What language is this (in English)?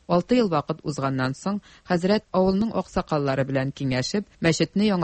Tatar